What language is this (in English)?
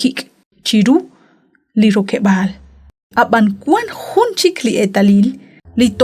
Kekchí